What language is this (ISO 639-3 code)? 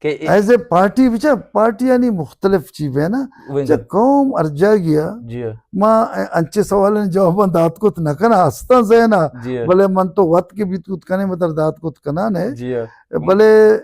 bal